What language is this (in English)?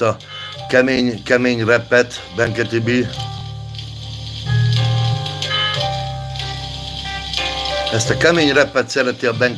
Hungarian